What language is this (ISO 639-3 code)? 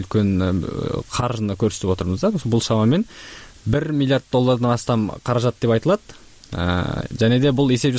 kir